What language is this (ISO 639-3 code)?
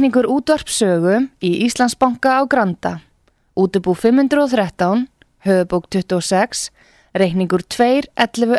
isl